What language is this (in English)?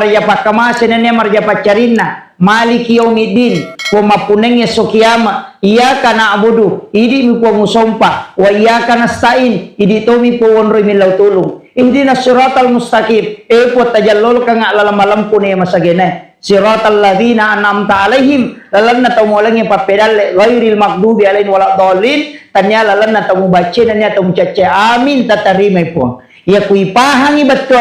Buginese